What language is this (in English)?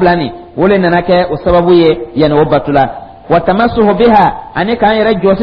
Dyula